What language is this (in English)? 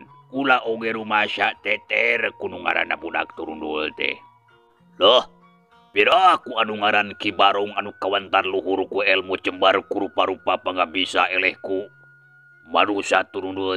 Sundanese